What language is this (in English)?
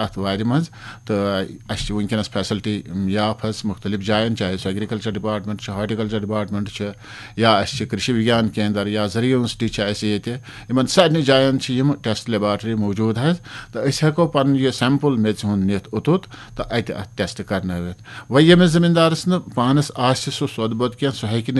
Kashmiri